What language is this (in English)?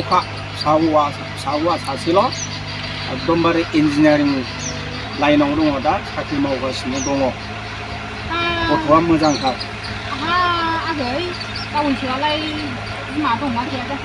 Bodo